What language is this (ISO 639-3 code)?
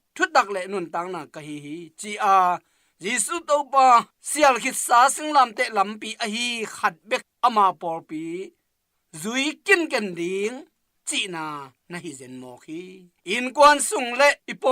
ctd